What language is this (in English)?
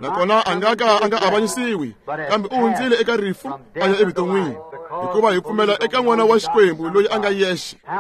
Tsonga